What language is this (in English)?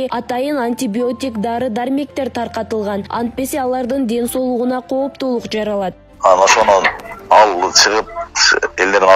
Kyrgyz